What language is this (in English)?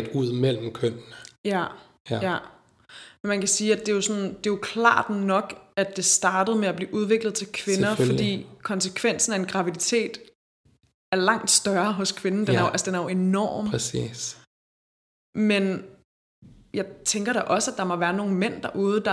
Danish